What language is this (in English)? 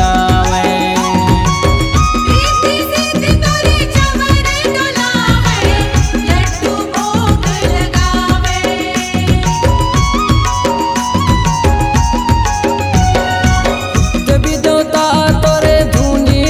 Chhattisgarhi